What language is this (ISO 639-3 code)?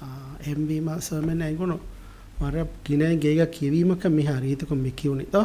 div